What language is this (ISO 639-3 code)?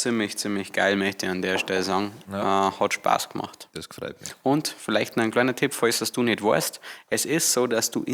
bar